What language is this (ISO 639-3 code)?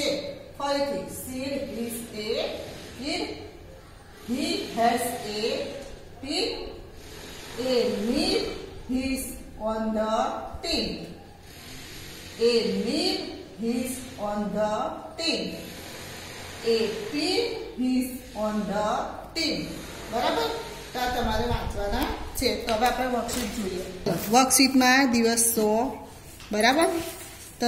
guj